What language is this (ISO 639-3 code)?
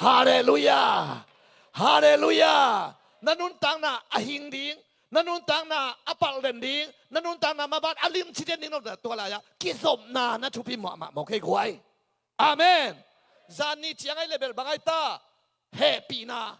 ctd